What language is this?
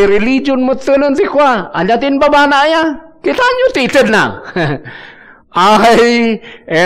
Iloko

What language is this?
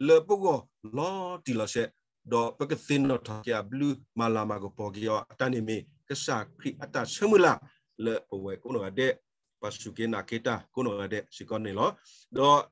S'gaw Karen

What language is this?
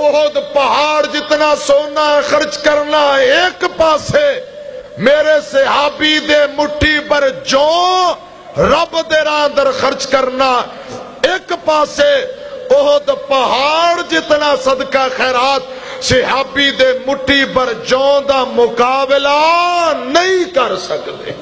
Western Panjabi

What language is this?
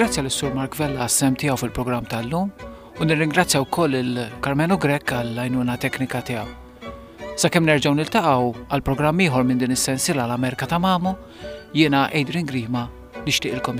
Maltese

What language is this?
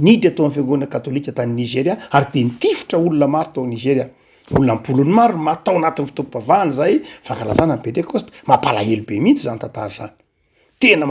Malagasy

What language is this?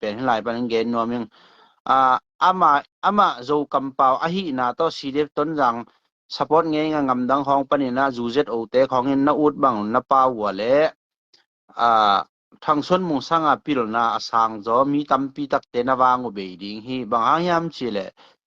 Tedim Chin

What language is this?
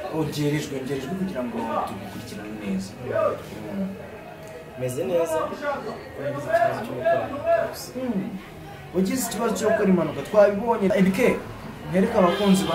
Kinyarwanda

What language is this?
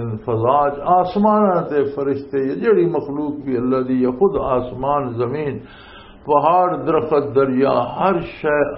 Western Panjabi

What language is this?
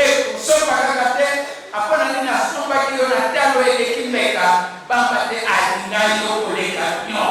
Lingala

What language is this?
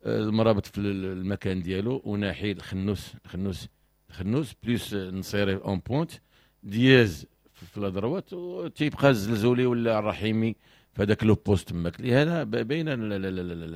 Moroccan Arabic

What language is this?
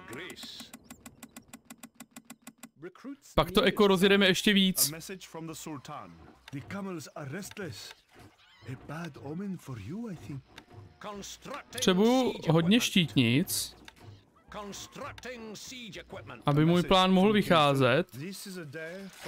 Czech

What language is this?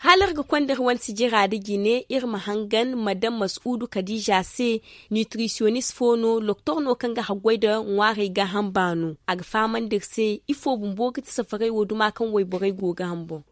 Zarma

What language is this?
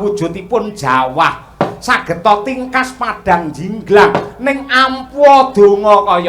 Javanese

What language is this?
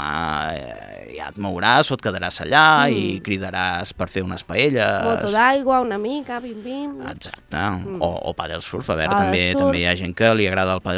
Catalan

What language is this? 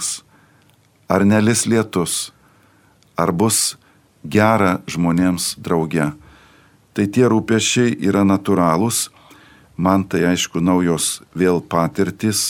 Lithuanian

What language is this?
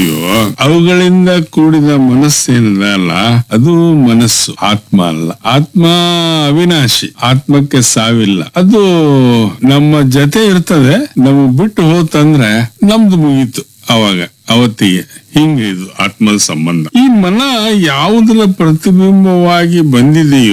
Kannada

